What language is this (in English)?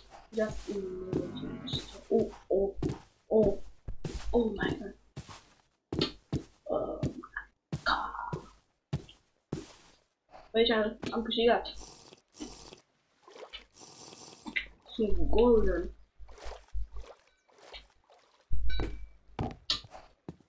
Romanian